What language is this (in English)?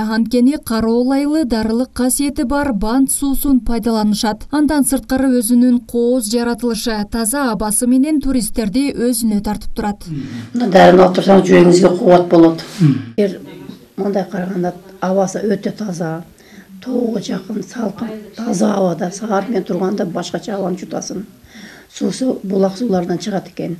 Kyrgyz